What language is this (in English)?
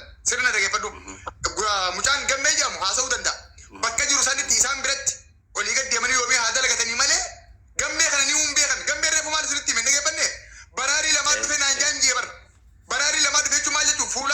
Oromo